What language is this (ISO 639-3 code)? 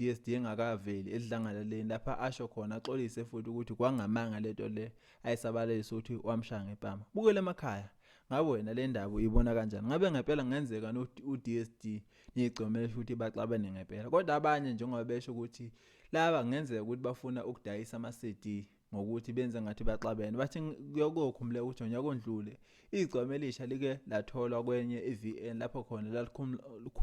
zul